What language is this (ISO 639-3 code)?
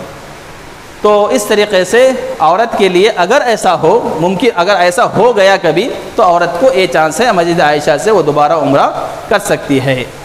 urd